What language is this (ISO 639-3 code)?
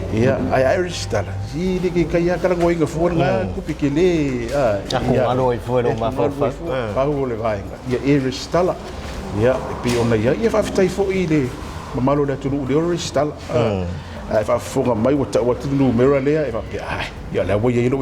smo